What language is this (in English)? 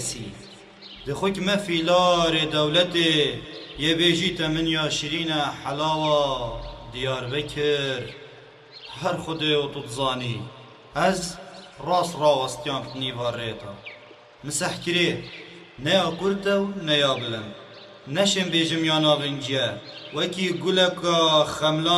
Kurdish